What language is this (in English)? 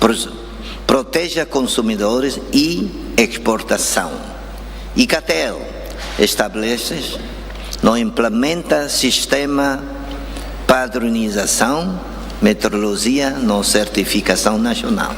Tetum